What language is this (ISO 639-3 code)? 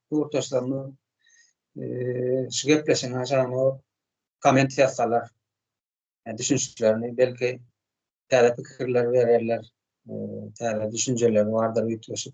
tuk